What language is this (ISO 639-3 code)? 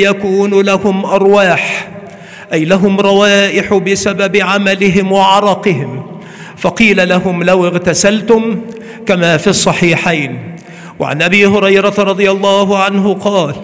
ara